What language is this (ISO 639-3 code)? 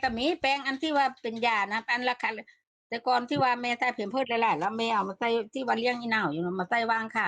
tts